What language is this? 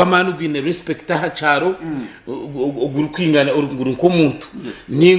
Nyankole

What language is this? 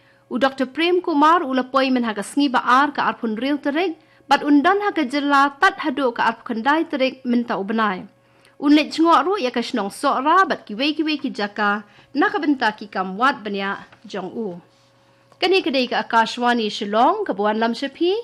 Khasi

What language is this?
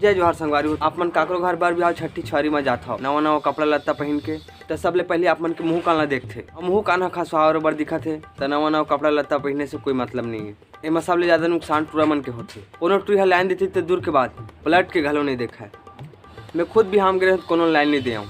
Chhattisgarhi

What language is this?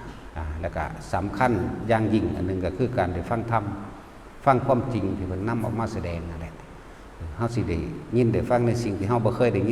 Northeastern Thai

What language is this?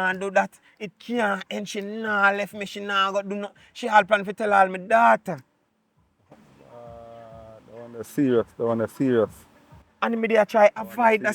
Jamaican Creole English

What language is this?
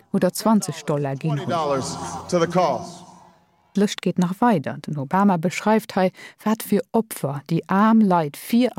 Luxembourgish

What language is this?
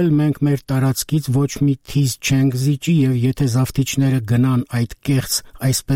Armenian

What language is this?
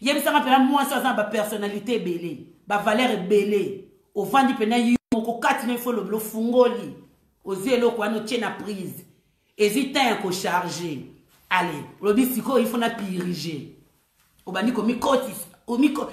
Lingala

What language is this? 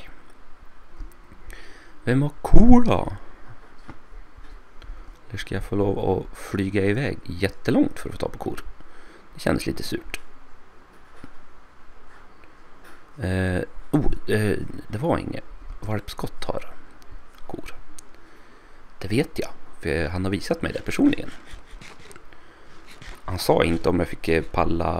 Swedish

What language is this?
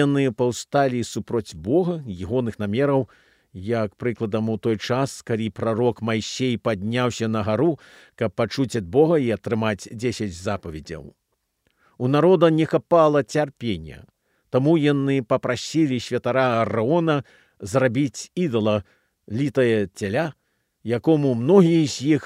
Belarusian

